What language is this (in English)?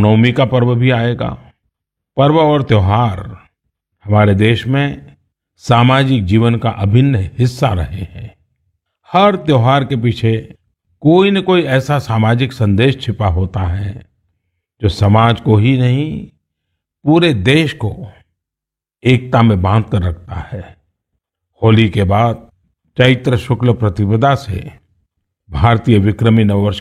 Hindi